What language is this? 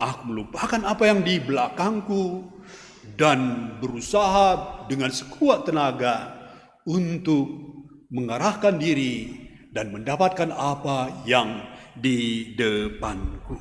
Batak Karo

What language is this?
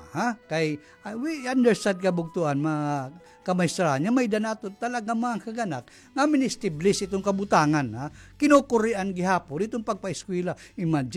Waray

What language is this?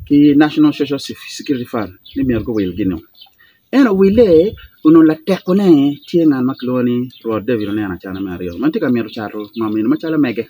Acoli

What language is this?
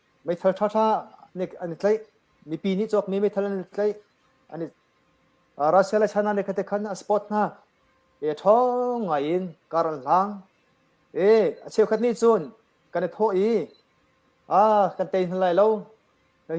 Hakha Chin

